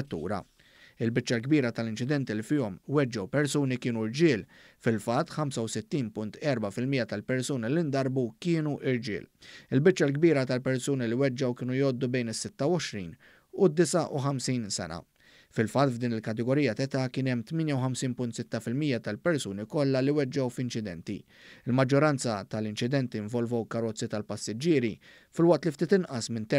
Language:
Maltese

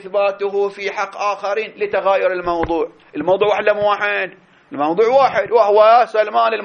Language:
Arabic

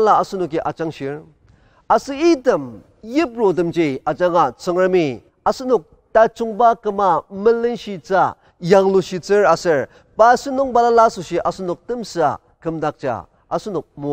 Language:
Ao Naga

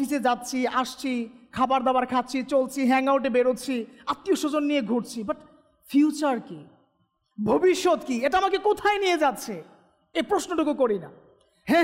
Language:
Bangla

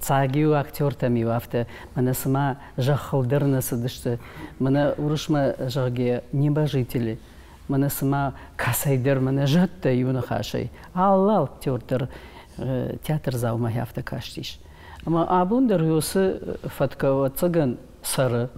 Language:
Ossetic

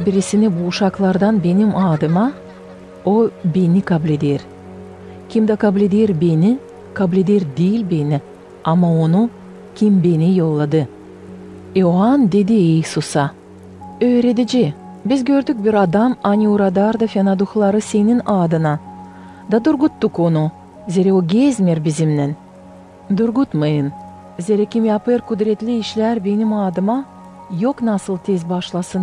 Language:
Gagauz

